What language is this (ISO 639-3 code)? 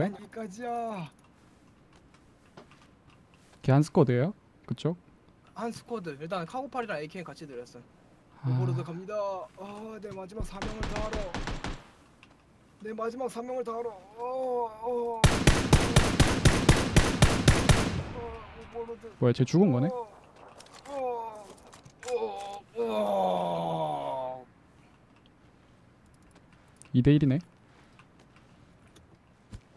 kor